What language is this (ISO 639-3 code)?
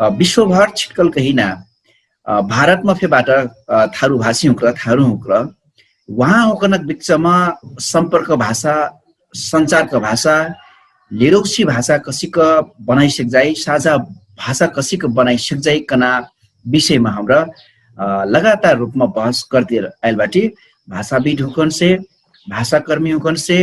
thl